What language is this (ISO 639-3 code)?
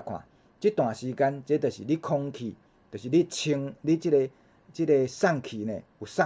nan